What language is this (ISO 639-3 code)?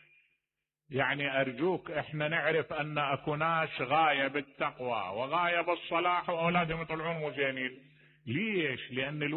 acm